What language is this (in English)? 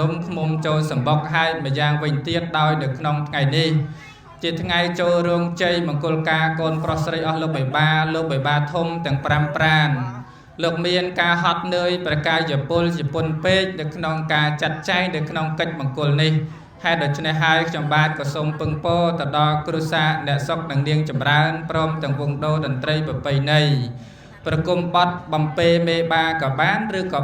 Khmer